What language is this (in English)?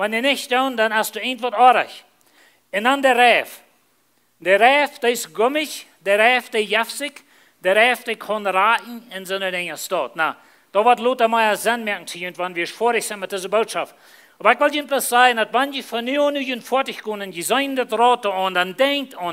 Plautdietsch